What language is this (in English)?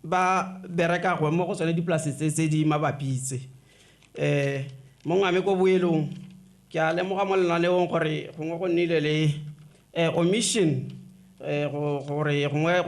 Tswana